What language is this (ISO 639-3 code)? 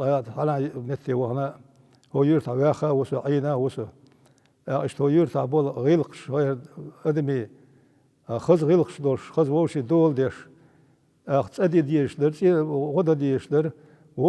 che